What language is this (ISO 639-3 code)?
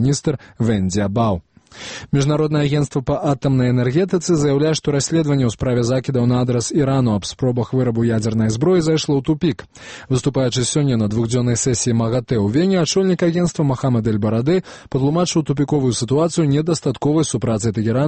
bel